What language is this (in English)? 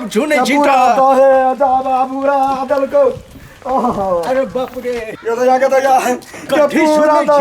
Maithili